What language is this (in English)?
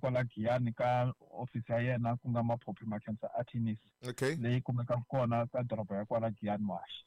Tsonga